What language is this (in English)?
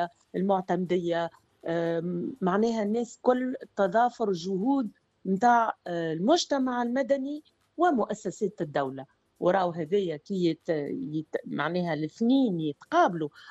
Tunisian Arabic